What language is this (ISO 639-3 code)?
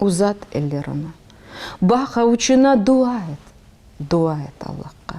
crh